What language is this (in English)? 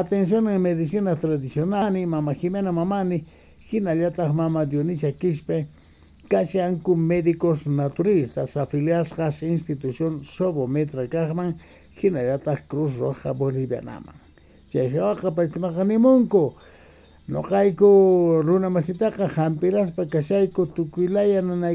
South Bolivian Quechua